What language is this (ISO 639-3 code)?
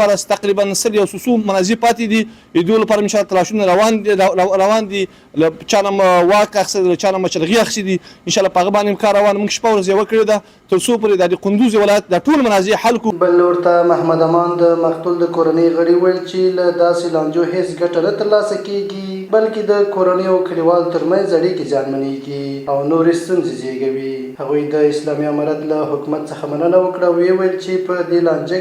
pus